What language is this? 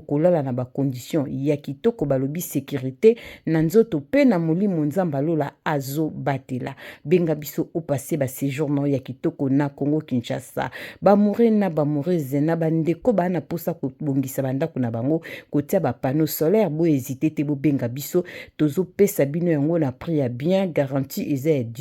Lingala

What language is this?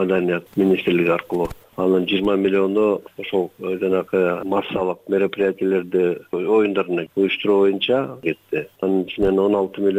Kyrgyz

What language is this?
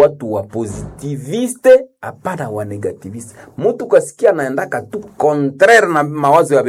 Swahili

